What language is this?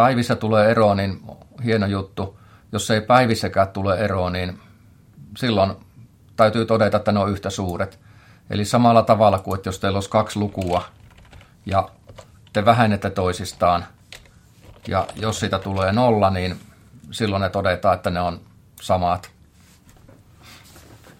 Finnish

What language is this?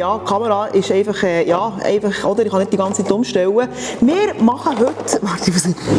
Swiss German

